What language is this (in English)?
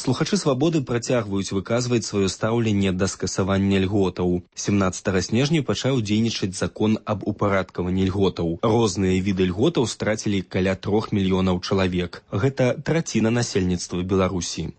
Belarusian